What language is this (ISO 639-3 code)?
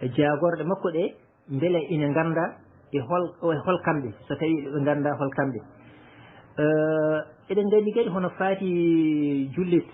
ful